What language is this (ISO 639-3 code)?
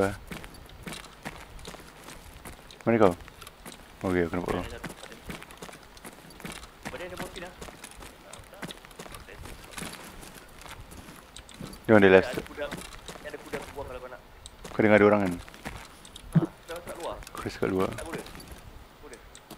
msa